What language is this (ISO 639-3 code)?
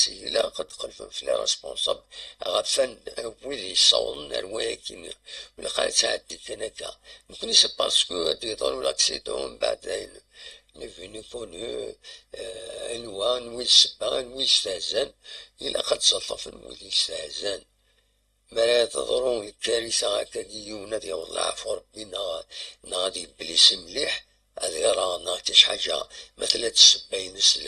kab